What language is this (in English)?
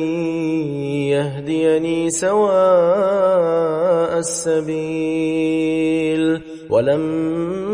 Arabic